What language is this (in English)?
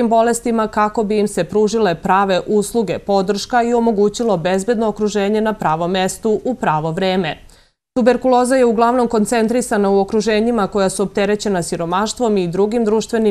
Serbian